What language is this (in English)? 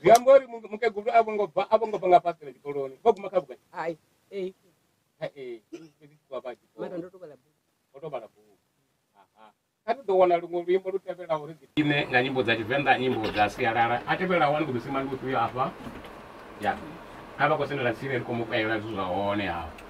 Venda